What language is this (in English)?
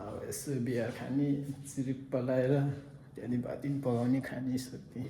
Nepali